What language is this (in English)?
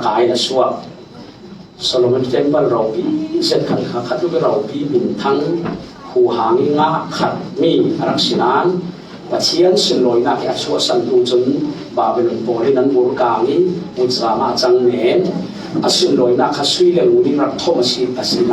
Falam Chin